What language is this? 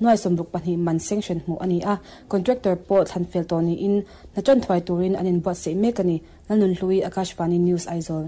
Mizo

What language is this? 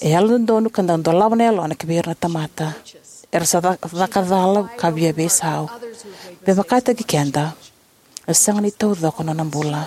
Fijian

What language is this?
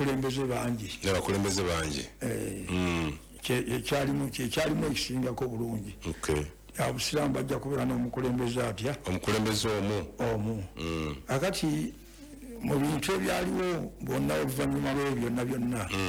Ganda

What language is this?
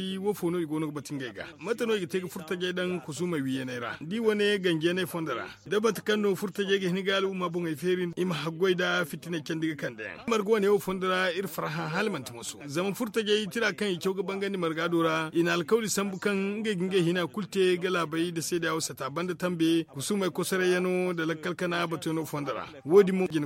Zarma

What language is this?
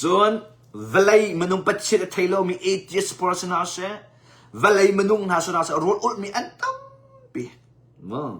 Hakha Chin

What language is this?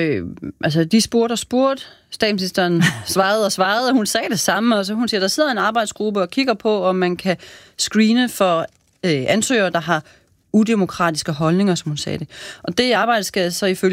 Danish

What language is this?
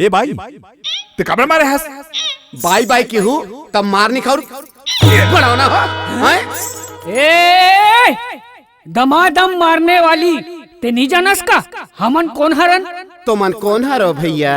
Chhattisgarhi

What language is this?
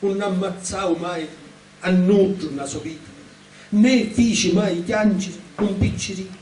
Sicilian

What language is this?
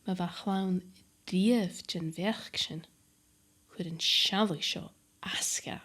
Scottish Gaelic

